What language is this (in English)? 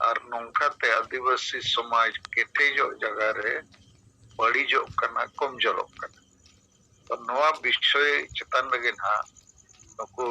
Santali